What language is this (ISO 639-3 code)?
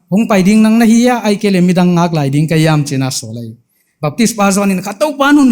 pck